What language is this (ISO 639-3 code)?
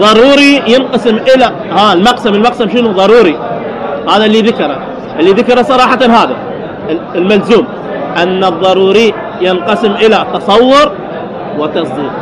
acm